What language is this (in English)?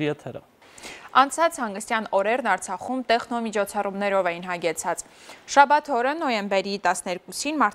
Armenian